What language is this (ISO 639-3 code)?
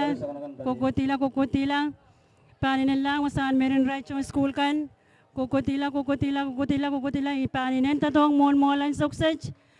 pon